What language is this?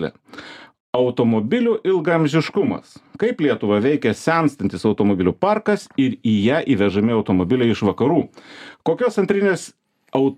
Lithuanian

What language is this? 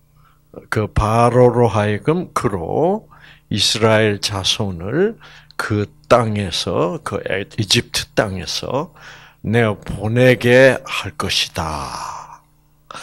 Korean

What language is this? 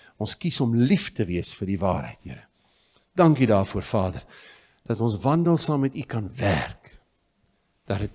Afrikaans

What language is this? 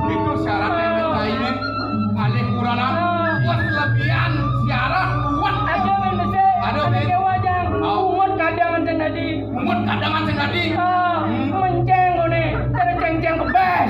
Balinese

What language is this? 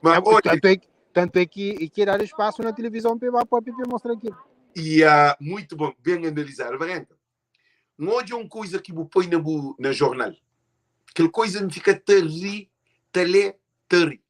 Kabuverdianu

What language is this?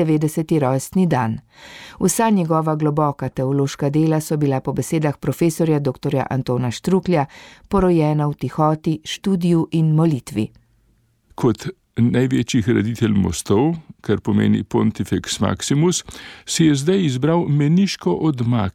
Slovenian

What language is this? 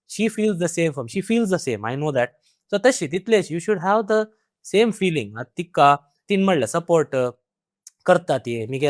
Konkani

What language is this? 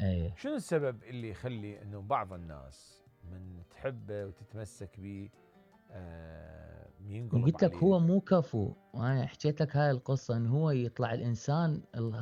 Mesopotamian Arabic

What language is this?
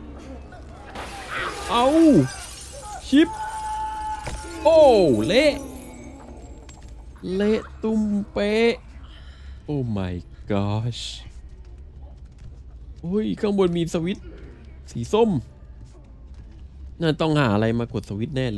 Thai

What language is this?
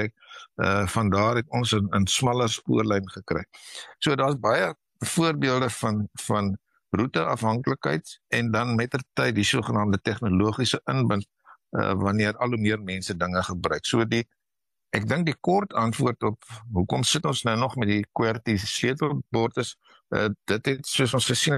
Afrikaans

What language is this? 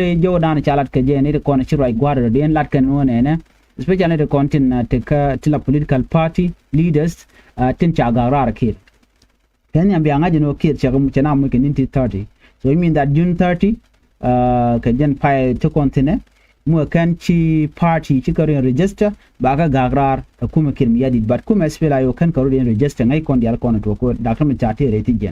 Nuer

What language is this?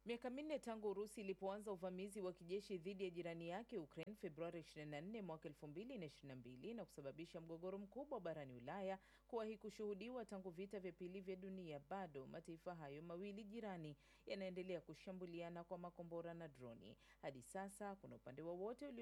Swahili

